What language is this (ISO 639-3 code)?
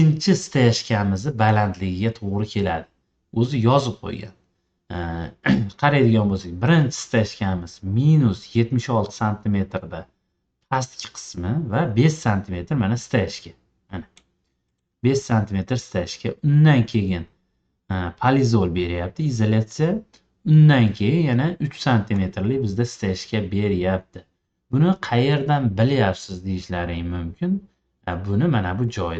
uzb